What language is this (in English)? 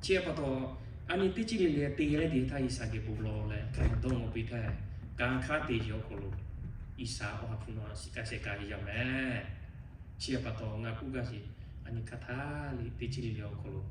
Lahu